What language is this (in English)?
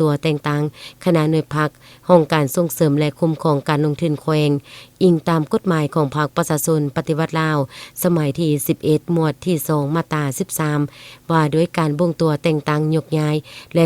Lao